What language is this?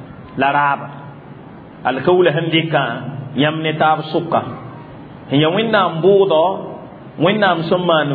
Mossi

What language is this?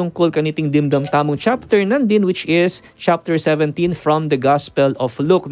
Pampanga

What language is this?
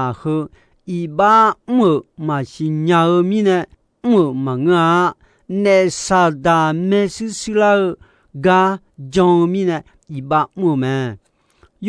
Akha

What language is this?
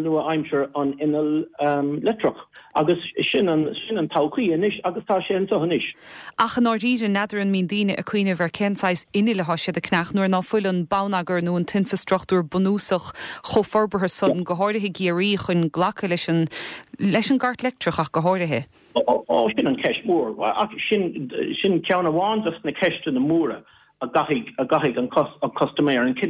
Irish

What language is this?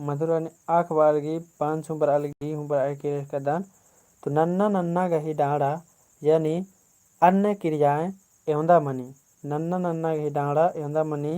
Kurukh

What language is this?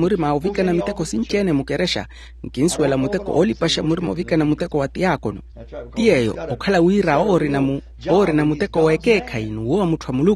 Makhuwa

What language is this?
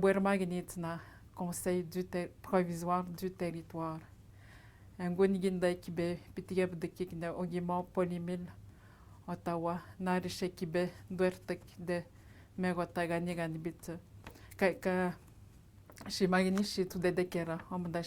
Atikamekw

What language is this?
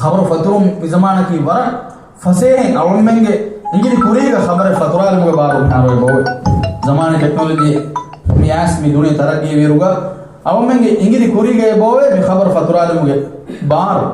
Divehi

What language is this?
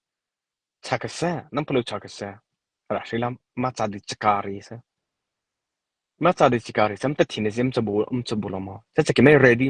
Mara Chin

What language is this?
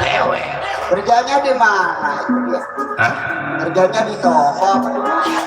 Betawi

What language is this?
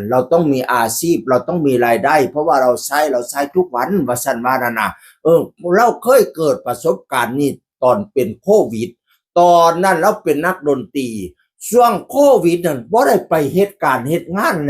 Northeastern Thai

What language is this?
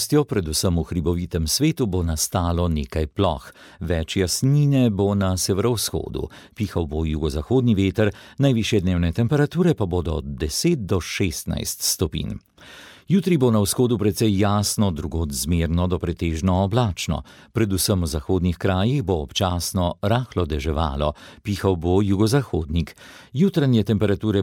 Slovenian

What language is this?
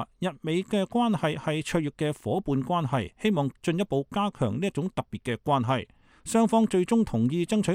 Cantonese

